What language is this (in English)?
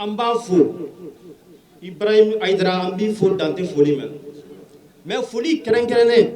Bambara